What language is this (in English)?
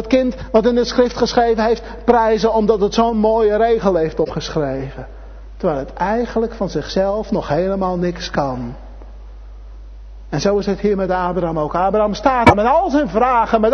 Dutch